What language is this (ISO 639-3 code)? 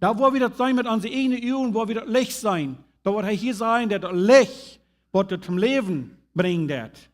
pdt